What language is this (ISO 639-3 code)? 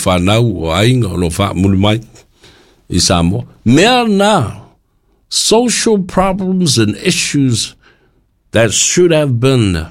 smo